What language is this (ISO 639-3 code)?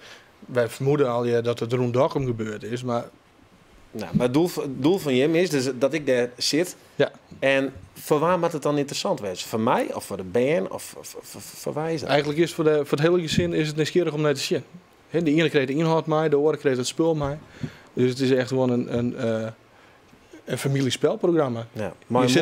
fry